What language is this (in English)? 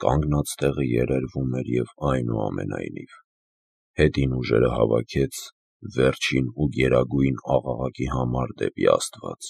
Armenian